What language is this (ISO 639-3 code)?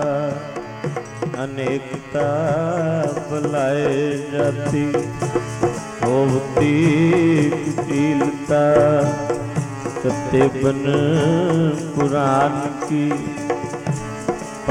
pan